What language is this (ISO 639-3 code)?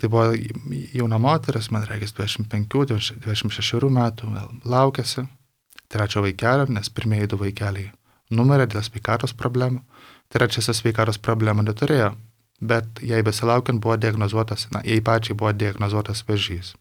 lit